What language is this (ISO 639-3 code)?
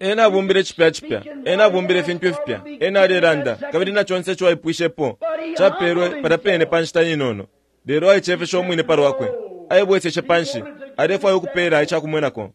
bem